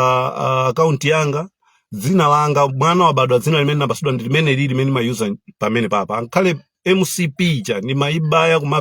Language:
Nyanja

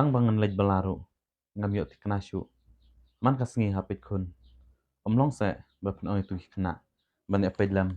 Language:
Khasi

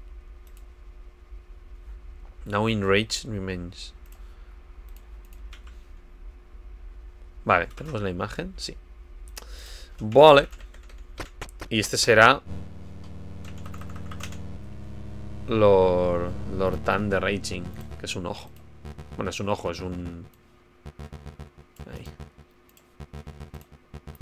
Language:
Spanish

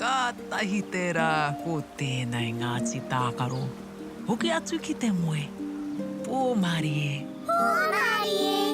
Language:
Māori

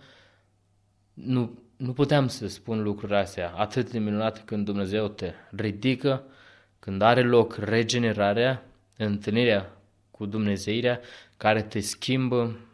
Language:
Romanian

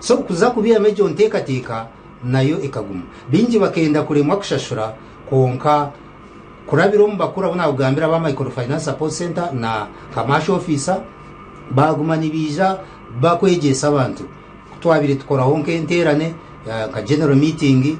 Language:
Nyankole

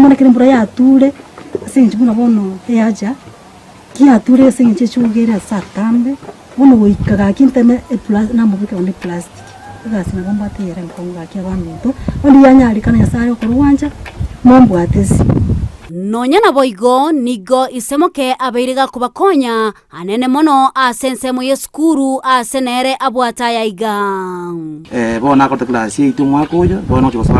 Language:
Gusii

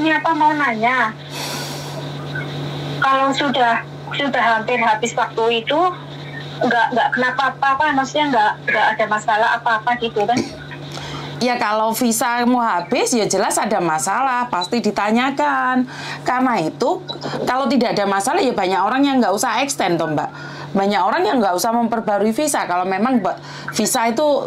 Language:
Indonesian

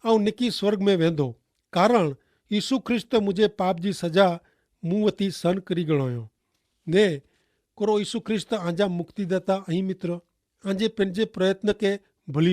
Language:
Kachhi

